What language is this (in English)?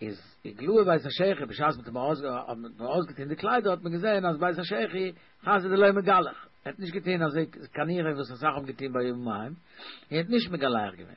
Yiddish